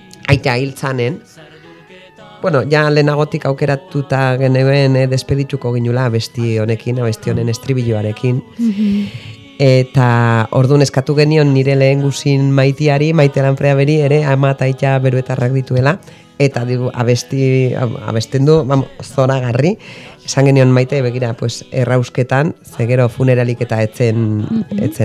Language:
Basque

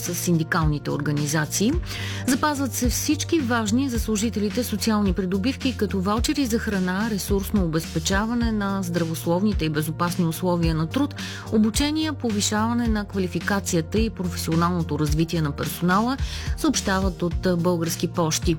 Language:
Bulgarian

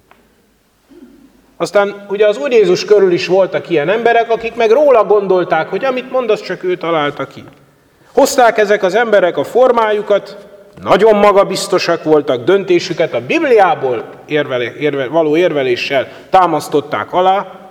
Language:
Hungarian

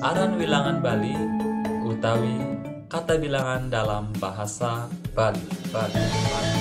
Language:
Balinese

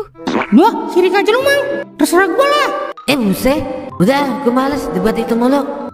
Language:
Betawi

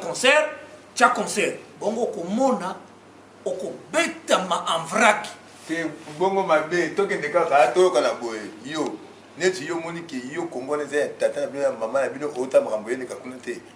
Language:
Lingala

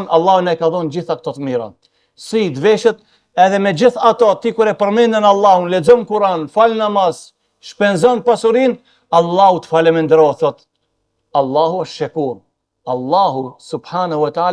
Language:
Albanian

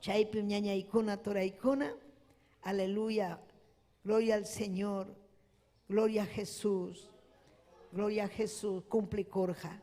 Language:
Ayacucho Quechua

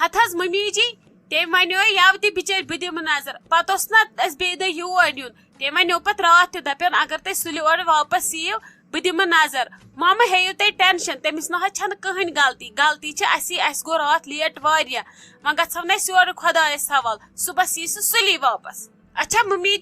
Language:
Kashmiri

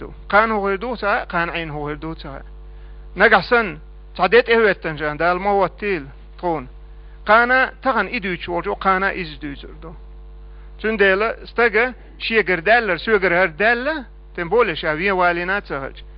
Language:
Chechen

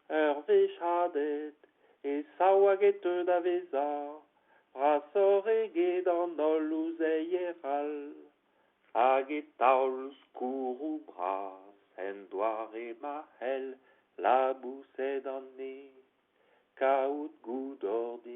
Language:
Breton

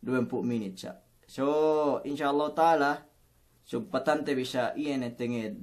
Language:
Yakan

